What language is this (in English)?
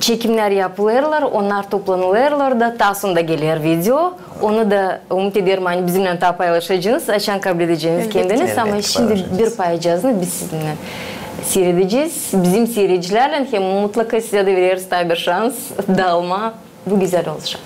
Gagauz